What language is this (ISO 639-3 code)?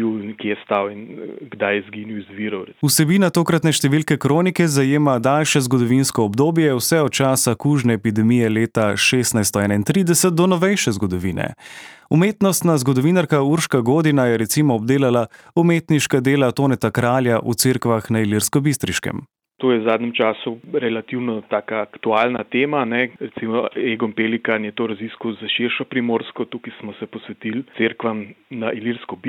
slv